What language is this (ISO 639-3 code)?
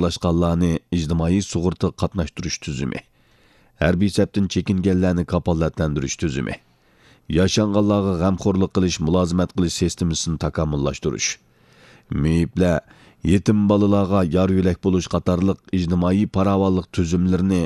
uig